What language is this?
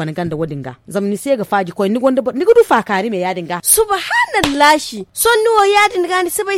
Zarma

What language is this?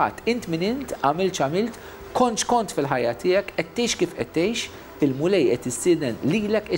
Maltese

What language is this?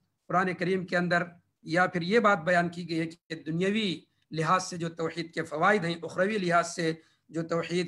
Urdu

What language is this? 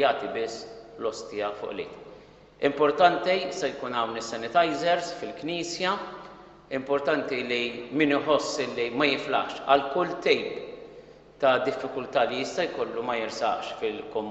Maltese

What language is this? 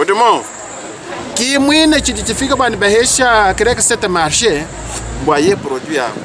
Luba-Lulua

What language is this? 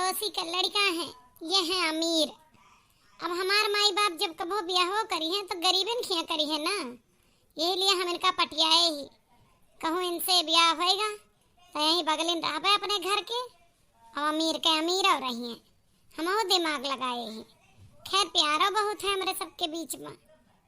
Awadhi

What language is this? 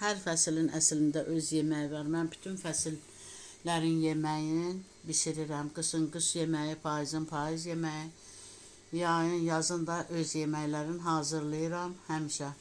Azerbaijani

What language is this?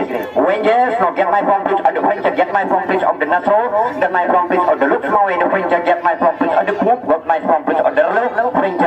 Achinese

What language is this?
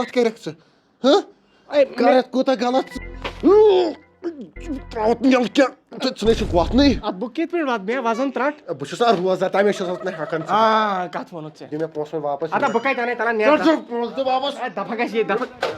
Kashmiri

